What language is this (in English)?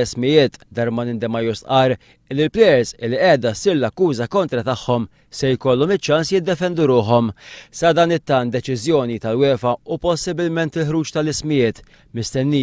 Maltese